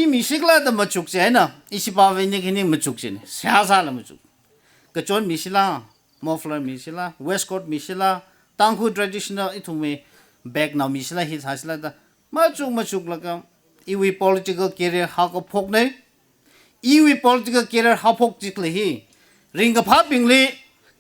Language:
Tangkhul Naga (India)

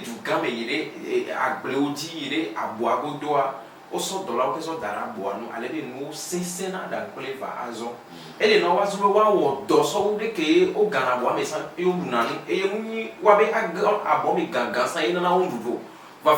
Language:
Ewe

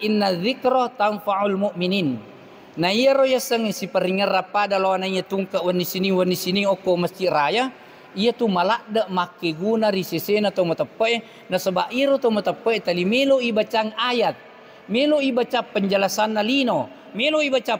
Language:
Buginese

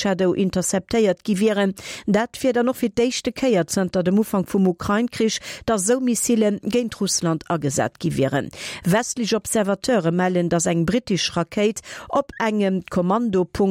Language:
Luxembourgish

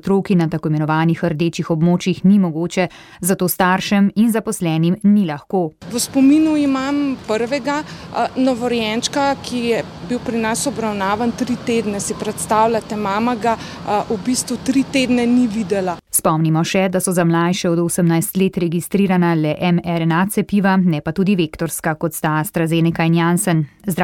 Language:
Slovenian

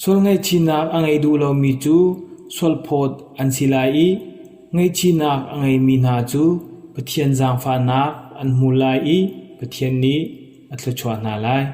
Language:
Hakha Chin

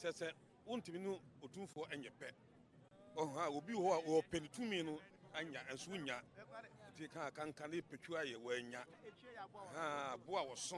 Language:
Akan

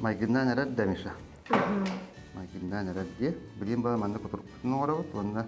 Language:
Yakut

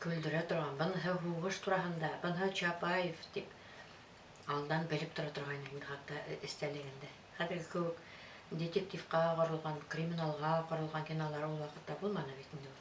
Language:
Bashkir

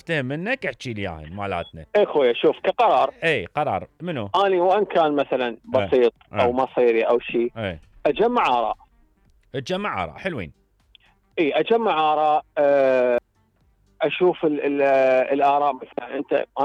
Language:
Mesopotamian Arabic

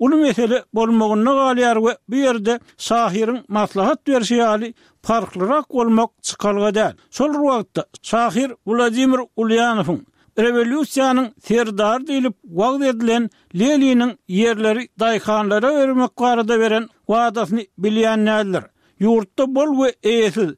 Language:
Turkmen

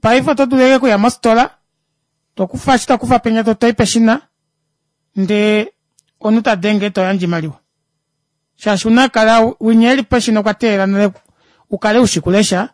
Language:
Kuanyama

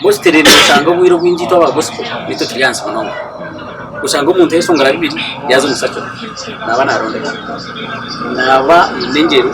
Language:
Nyankole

